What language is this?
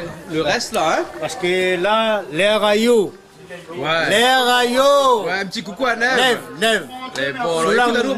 Réunion Creole French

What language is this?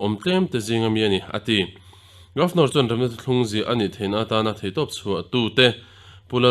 Mizo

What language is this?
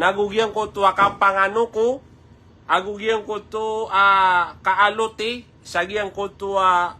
Maranao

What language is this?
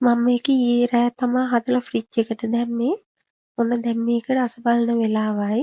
Sinhala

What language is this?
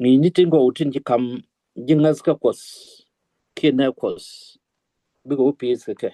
Nuer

